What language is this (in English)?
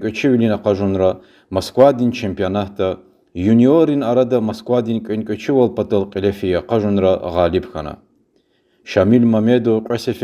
Lezghian